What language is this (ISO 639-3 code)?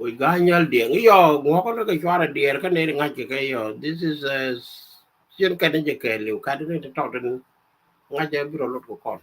nus